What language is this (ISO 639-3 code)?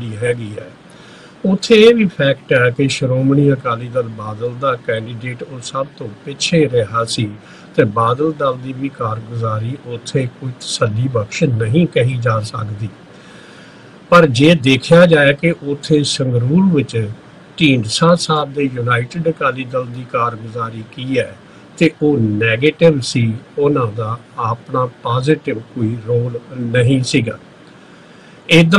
pan